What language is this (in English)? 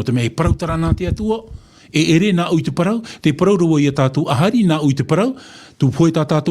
Tahitian